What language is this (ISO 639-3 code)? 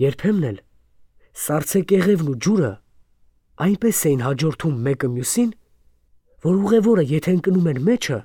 hye